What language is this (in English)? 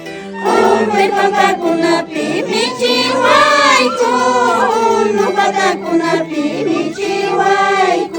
Quechua